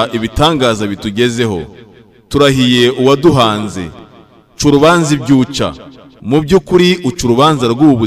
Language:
Kinyarwanda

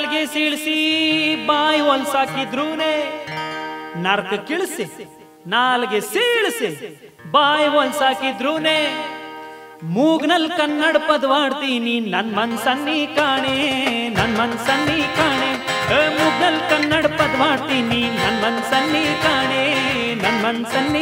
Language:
Kannada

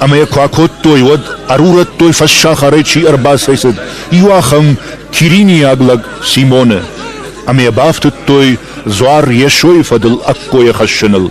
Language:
Ossetic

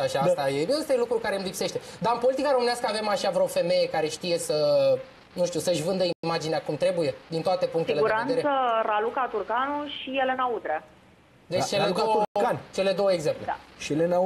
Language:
Romanian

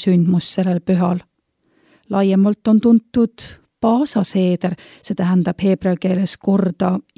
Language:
Estonian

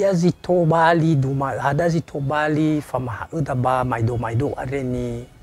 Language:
Nias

